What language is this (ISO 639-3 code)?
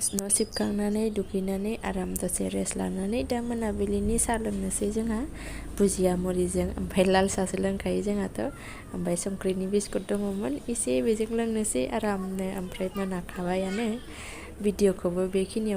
brx